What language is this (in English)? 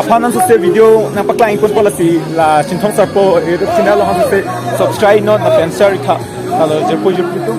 Karbi